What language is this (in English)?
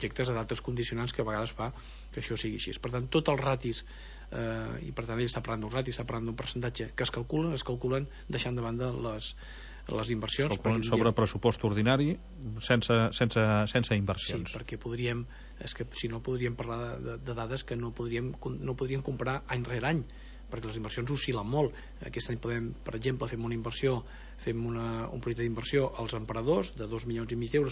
Catalan